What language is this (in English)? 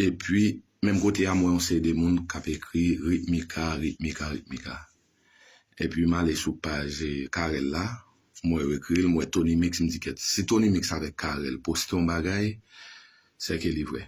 Haitian Creole